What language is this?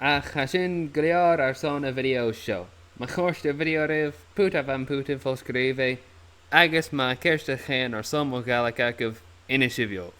Scottish Gaelic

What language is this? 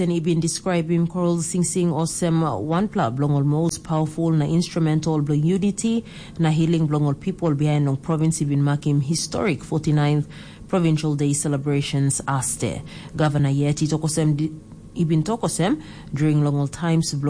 Tok Pisin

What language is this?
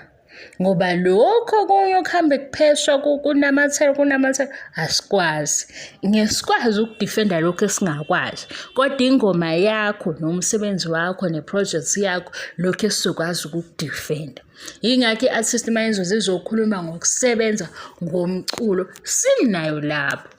Zulu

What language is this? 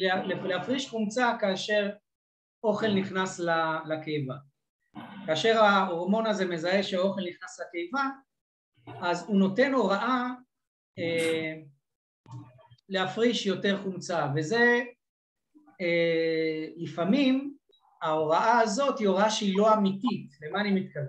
Hebrew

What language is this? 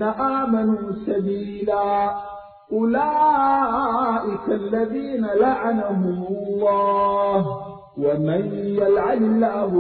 Arabic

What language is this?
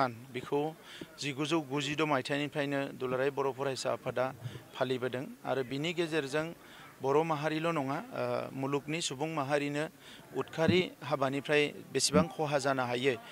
Bodo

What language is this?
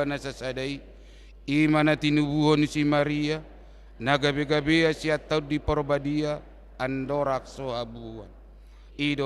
Batak Toba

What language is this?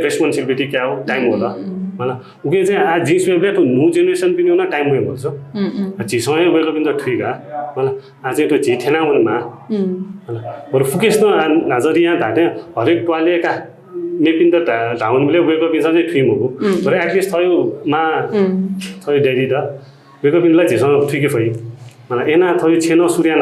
Newari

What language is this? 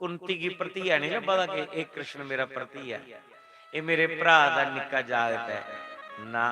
Dogri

